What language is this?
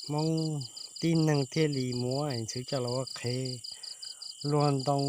Hmong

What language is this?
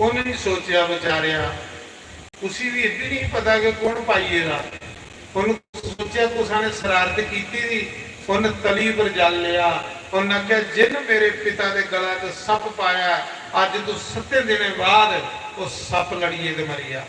Dogri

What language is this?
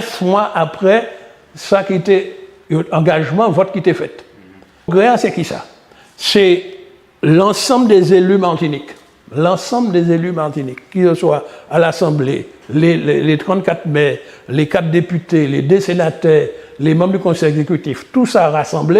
Guadeloupean Creole French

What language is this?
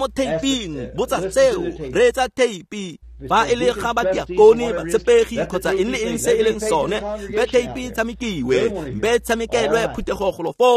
Tswana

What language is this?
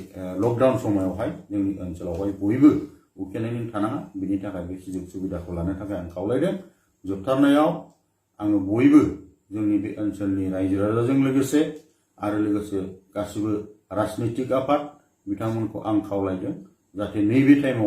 Bodo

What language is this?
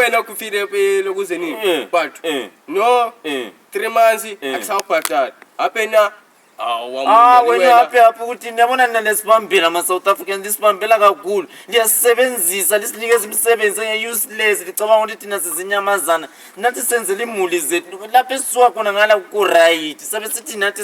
Zulu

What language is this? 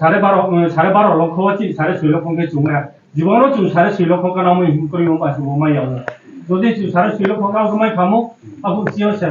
Riang (India)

